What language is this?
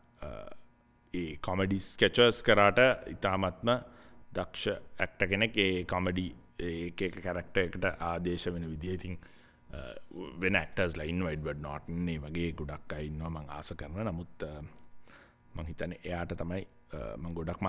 Sinhala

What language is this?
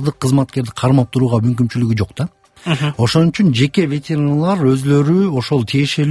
Kyrgyz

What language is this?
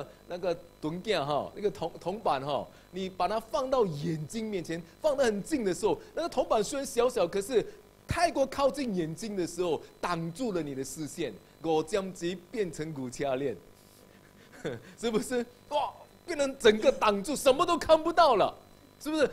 Chinese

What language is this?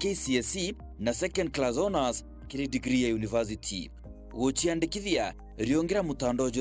Meru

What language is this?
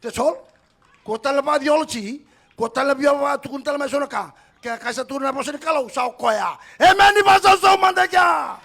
Fijian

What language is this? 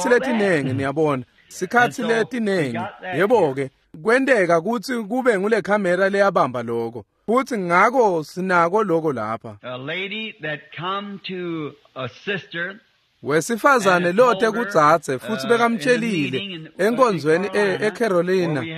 Swati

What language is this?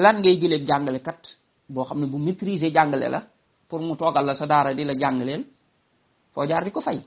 Wolof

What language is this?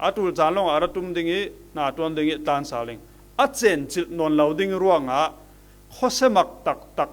Falam Chin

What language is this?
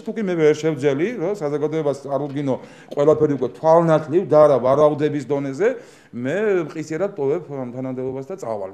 Georgian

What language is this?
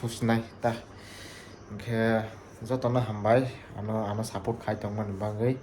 Kok Borok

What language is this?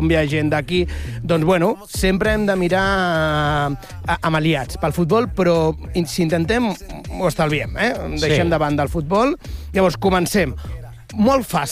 Catalan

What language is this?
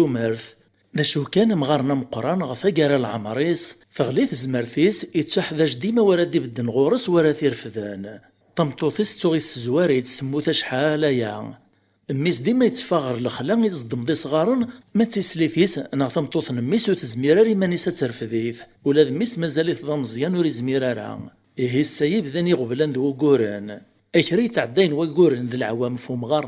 Kabyle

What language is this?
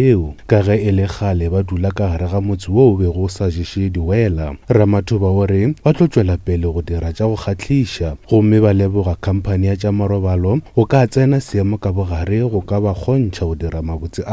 Northern Sotho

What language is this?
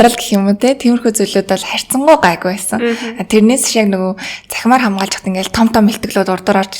Mongolian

